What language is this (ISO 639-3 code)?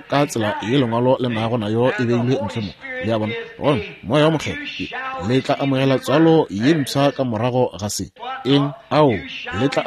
nso